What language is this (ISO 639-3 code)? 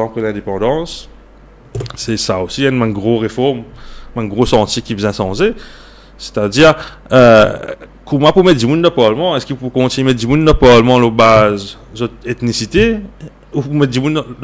mfe